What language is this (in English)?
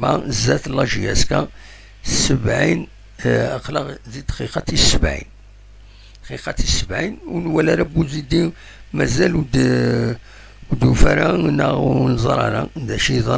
Kabyle